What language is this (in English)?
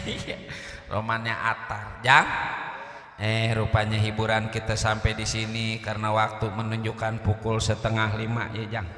Betawi